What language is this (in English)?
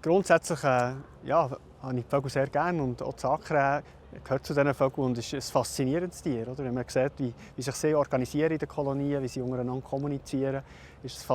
Swiss German